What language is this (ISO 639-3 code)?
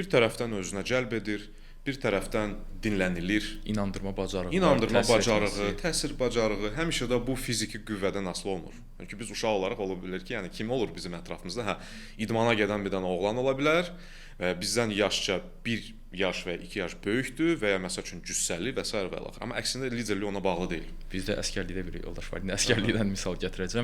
aze